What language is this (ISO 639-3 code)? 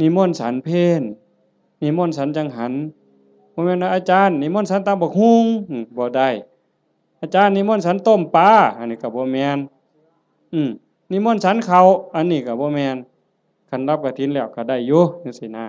tts